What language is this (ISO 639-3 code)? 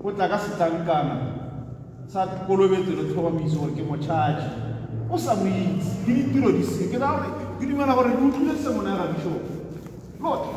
tsn